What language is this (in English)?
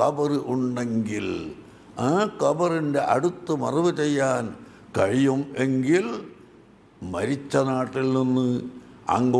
Malayalam